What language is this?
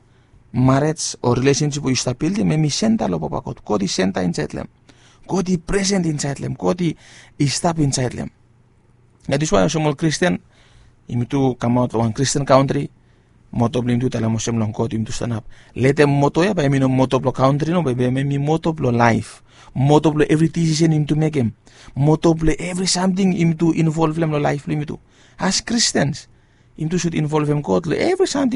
Bislama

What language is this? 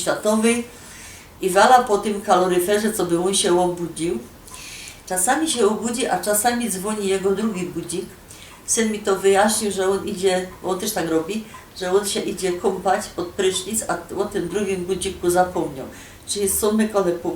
Silesian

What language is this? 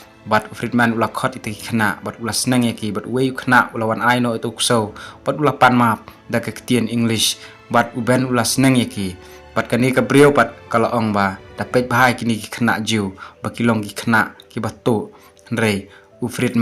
Khasi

